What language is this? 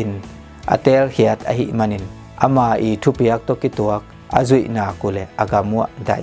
Tedim Chin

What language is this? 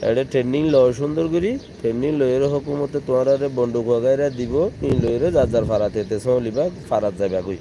Rohingya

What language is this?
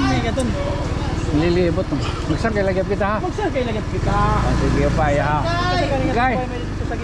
Waray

